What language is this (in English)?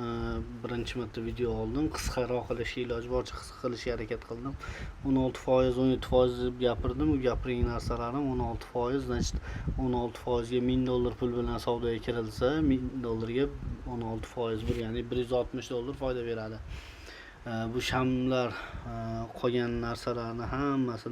Uzbek